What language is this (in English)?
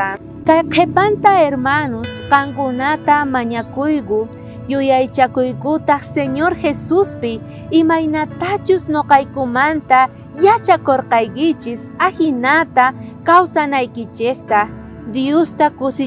South Bolivian Quechua